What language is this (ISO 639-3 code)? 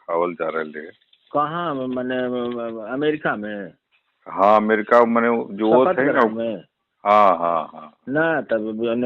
mag